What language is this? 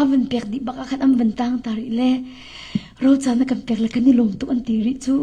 Hakha Chin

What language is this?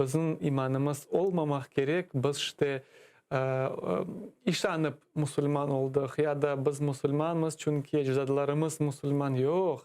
Crimean Tatar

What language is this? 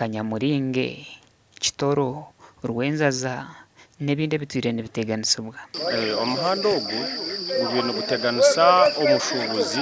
Nyankole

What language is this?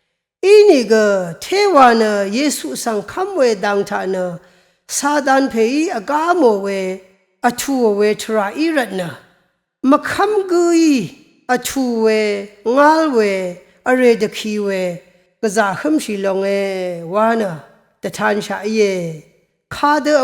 Rawang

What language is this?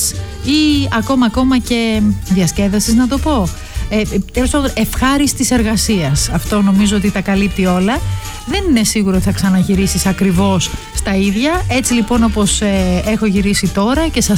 Greek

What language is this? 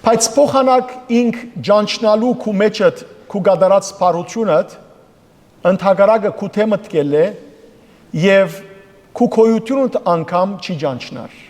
Western Armenian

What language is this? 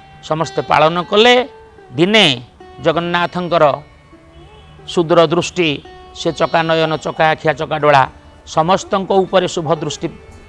Odia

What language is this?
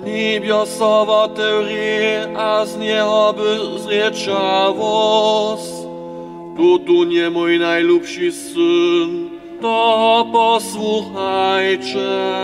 Upper Sorbian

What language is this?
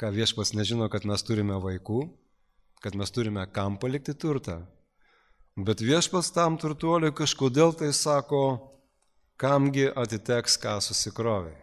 Lithuanian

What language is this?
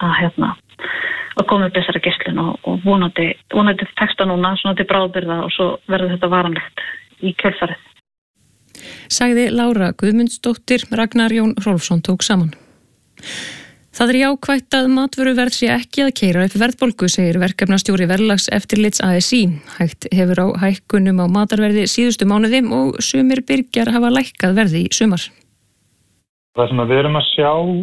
Icelandic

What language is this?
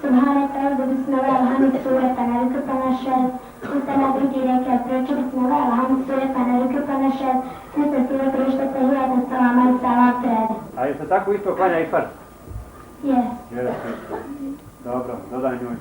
Bosnian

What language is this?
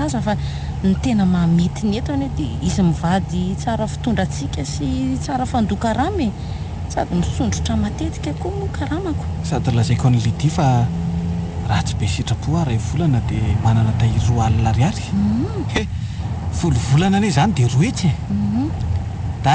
Malagasy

